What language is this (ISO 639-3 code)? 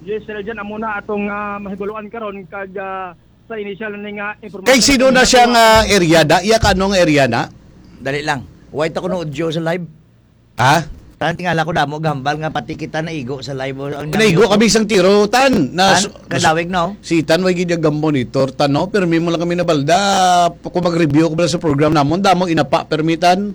hil